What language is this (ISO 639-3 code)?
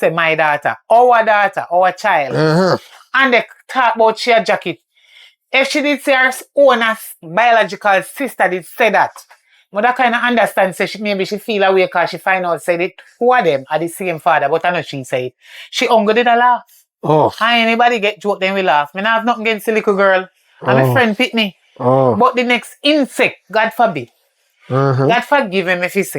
jam